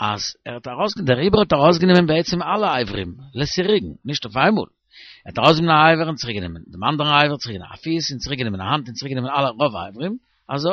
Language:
Yiddish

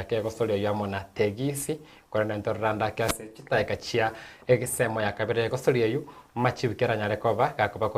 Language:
Gusii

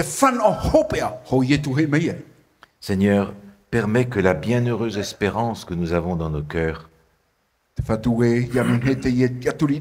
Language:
Tahitian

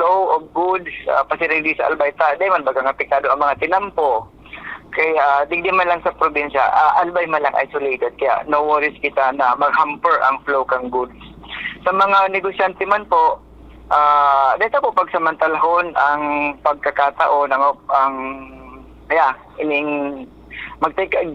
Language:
Bikol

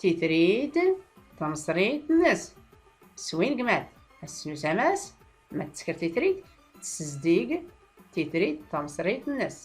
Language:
Tachelhit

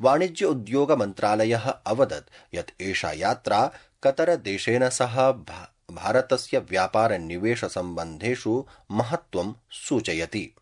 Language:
Sanskrit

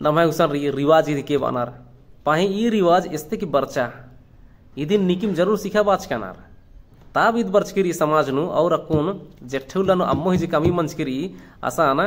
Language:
Kurukh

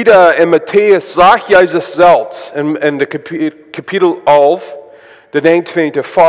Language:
Plautdietsch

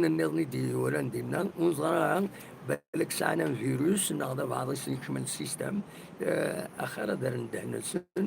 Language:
Kabyle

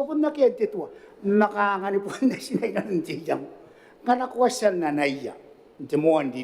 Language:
Gilbertese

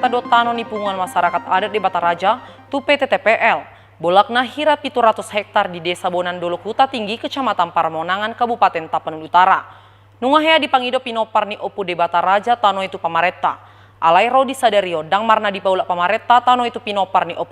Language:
Batak Toba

